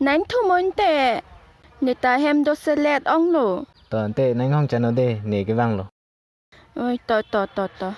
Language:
Karbi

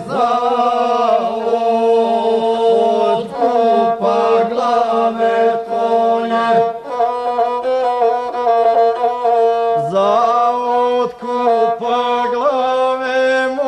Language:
Croatian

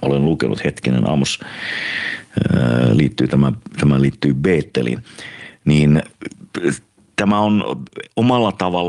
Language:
Finnish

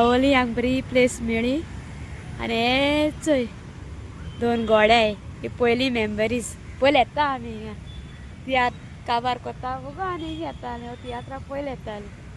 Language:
Konkani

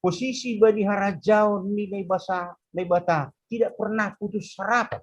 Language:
Batak Simalungun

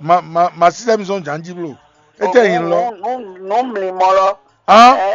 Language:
Fon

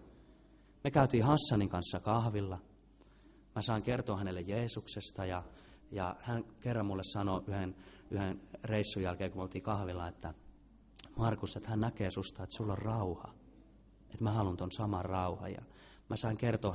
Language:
Finnish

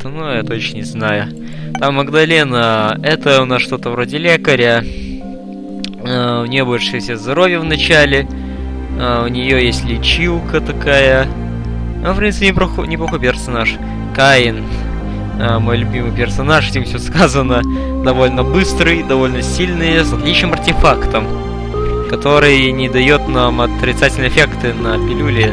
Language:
Russian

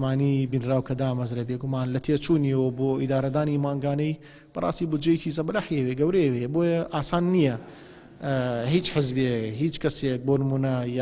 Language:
Central Kurdish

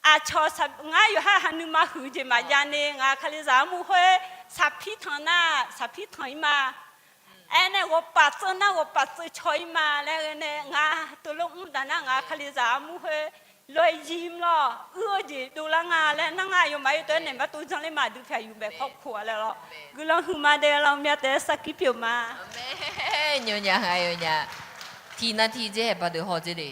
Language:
Akha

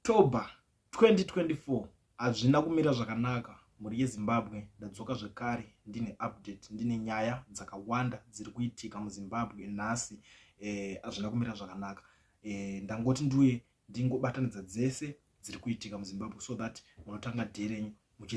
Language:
Shona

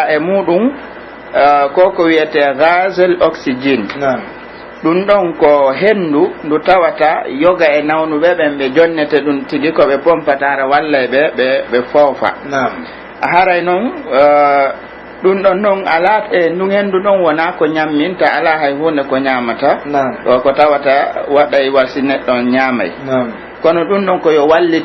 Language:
Pular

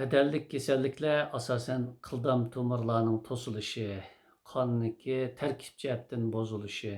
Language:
Uyghur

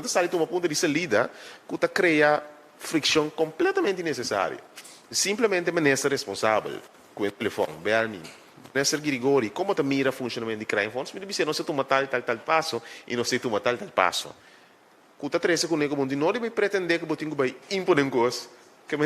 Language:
Papiamento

